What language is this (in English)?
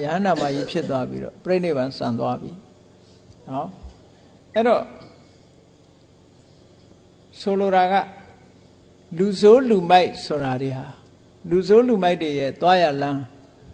Burmese